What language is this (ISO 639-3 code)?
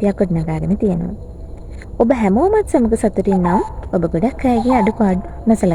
sin